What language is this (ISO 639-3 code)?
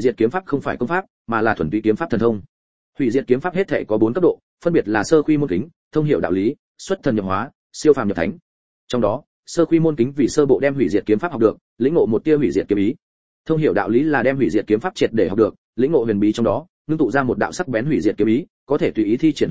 vie